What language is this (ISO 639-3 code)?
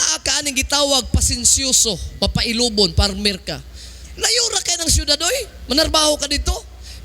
ceb